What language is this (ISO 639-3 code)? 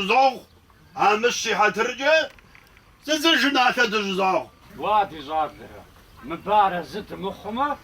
kbd